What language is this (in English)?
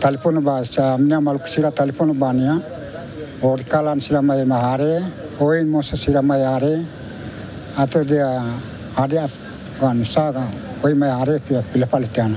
Tetum